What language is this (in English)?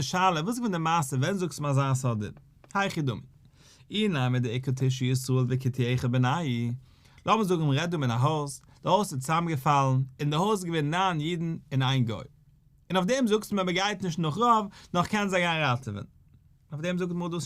Yiddish